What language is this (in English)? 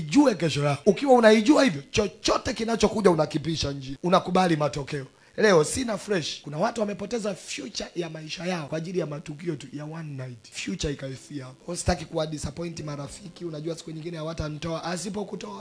Swahili